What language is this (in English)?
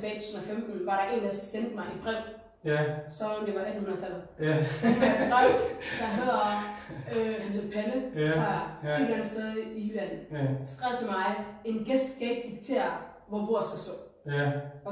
Danish